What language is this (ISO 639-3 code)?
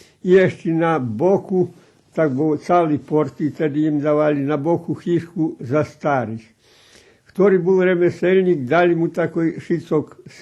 rue